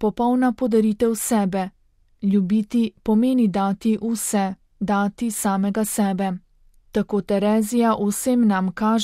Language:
Slovenian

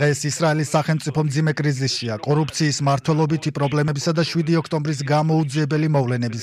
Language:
Georgian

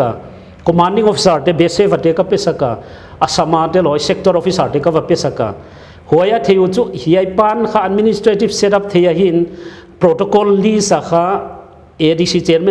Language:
Paite Chin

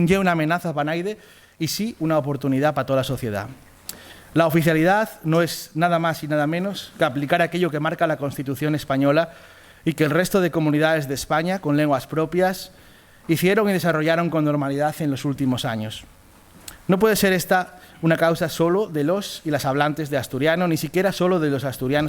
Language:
Asturian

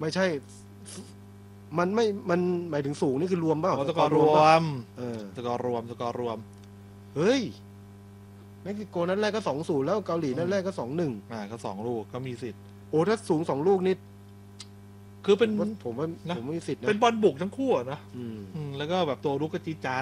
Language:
Thai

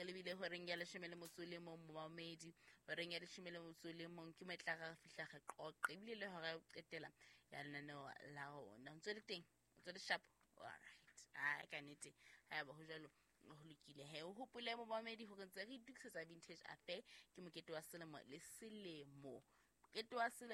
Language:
Southern Sotho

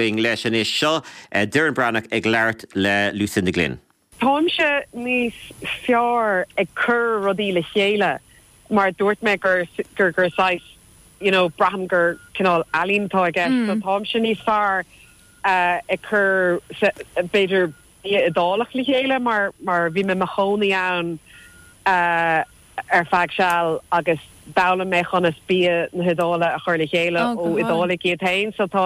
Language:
Irish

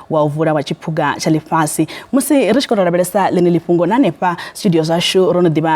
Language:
Venda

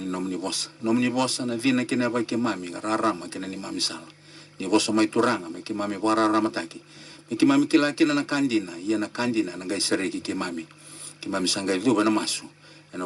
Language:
Fijian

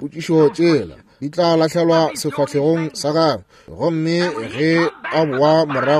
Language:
Northern Sotho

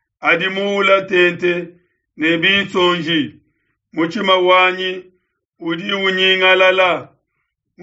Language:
Luba-Lulua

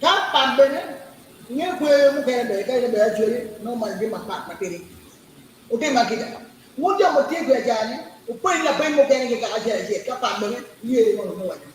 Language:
Acoli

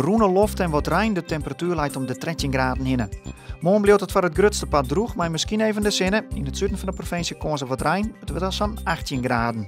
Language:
Western Frisian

